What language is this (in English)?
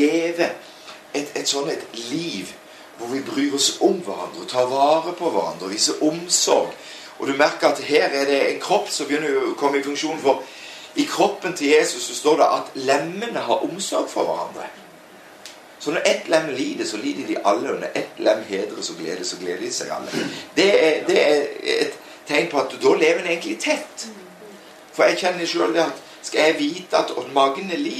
Norwegian